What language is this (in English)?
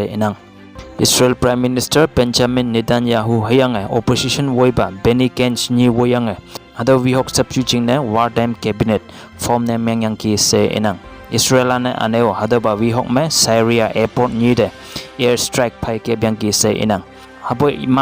Konyak Naga